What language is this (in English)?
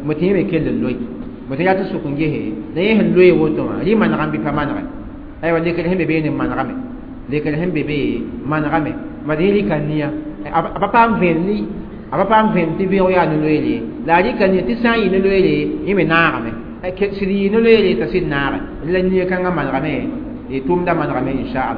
Mossi